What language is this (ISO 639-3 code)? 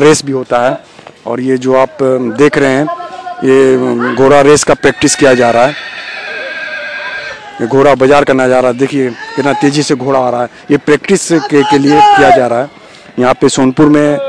hin